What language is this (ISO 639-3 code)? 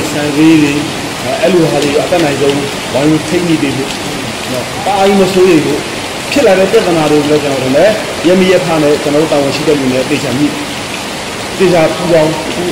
mya